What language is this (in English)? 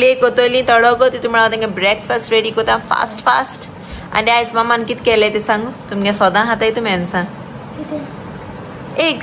Konkani